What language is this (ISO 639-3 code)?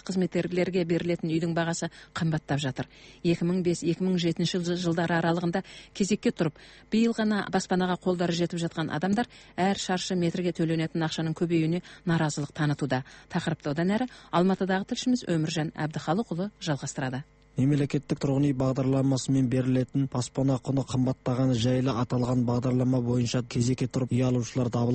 kaz